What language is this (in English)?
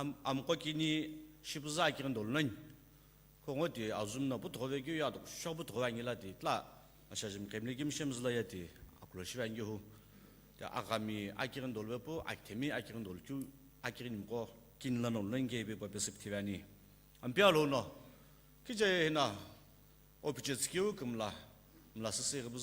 Sumi Naga